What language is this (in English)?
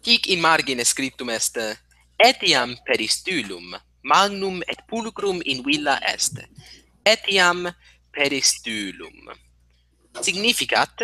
Latin